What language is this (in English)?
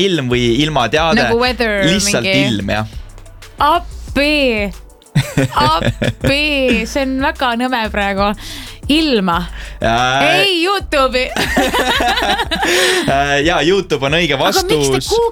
Estonian